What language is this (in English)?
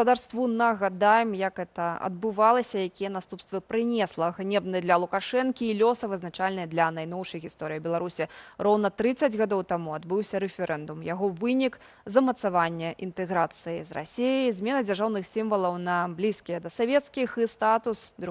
Belarusian